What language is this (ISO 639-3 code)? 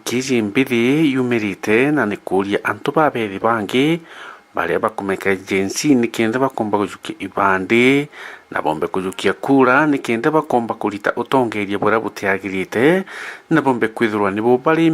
mer